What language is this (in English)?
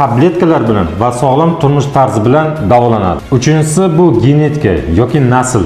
Uzbek